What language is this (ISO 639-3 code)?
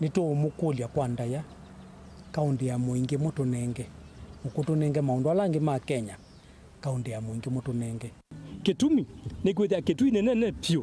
kam